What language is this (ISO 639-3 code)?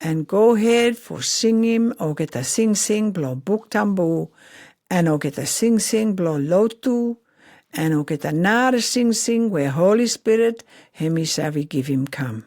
pis